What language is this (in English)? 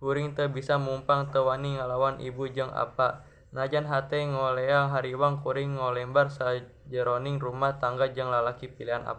Sundanese